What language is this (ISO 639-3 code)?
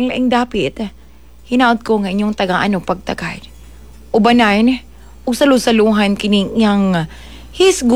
ceb